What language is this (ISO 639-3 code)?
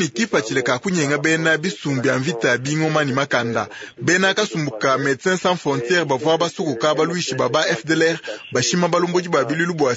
lua